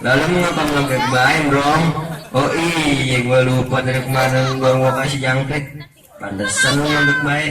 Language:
Betawi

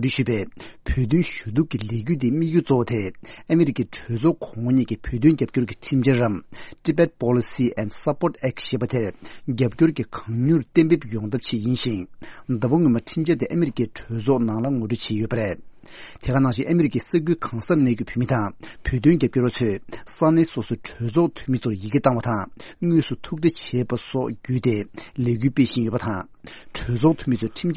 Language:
Tibetan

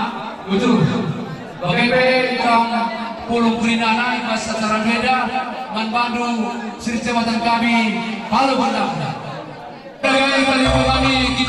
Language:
Batak Karo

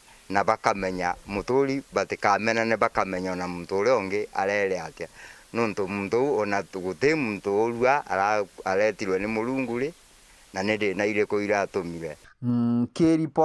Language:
Meru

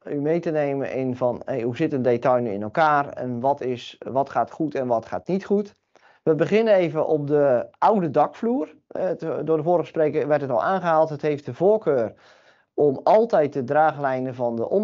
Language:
Dutch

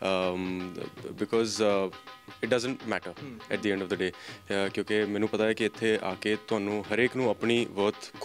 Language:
Punjabi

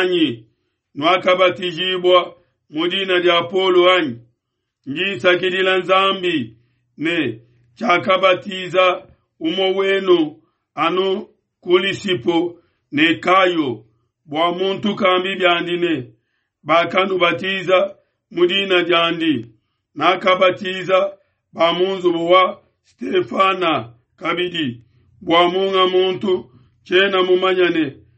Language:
Luba-Lulua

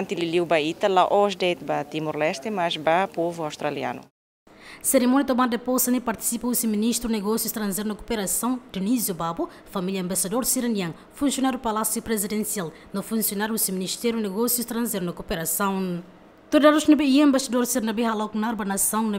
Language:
Tetum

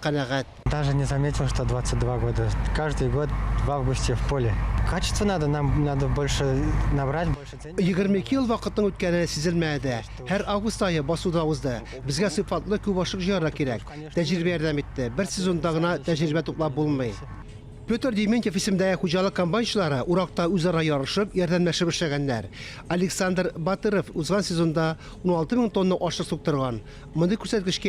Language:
Tatar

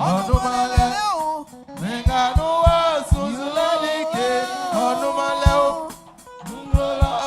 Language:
Baoulé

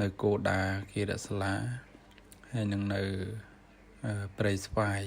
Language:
Khmer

